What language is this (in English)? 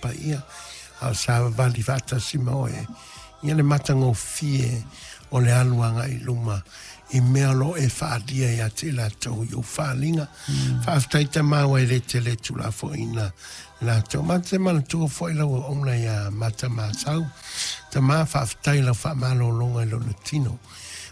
Samoan